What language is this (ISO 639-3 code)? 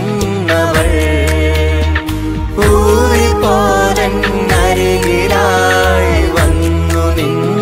mal